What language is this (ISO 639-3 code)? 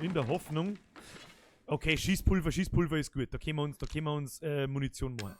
bar